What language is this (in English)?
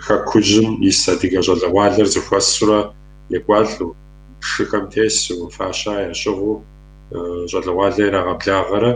Kabardian